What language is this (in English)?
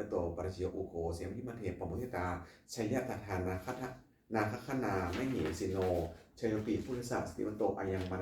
Pali